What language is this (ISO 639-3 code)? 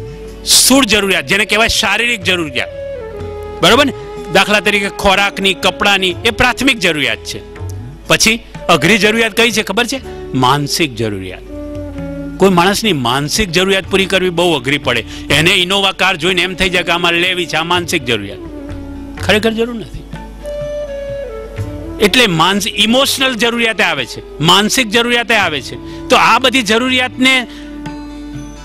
guj